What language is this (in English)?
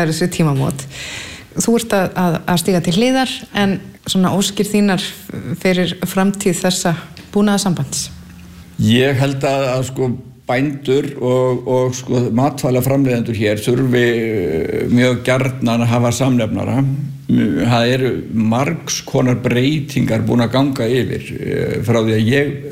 Icelandic